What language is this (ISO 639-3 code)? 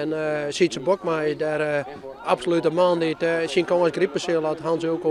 fry